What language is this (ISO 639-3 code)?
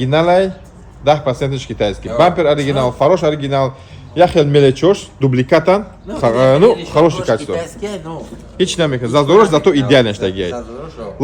tgk